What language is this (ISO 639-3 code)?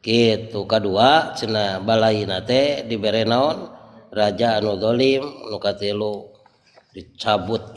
sun